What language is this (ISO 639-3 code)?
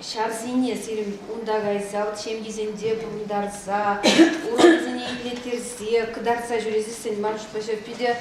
chv